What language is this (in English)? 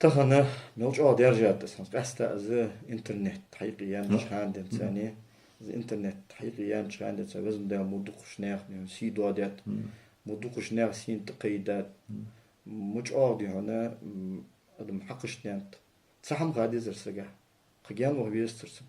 Ingush